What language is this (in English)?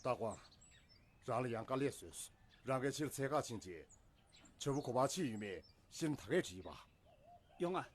Tibetan